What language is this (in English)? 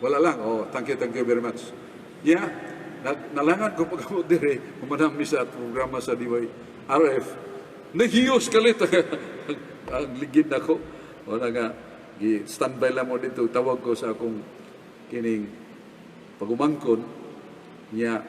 Cebuano